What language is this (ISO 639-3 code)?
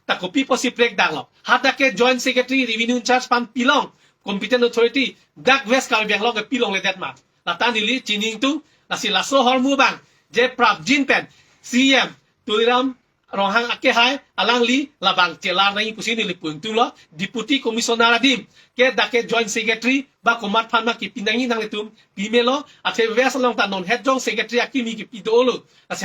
mjw